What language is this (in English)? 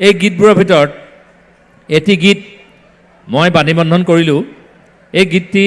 Assamese